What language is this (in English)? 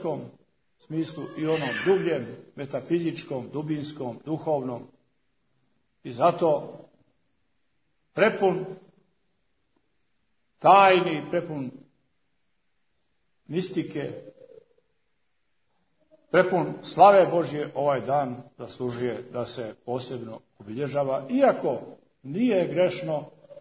Serbian